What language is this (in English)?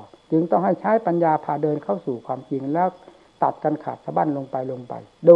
Thai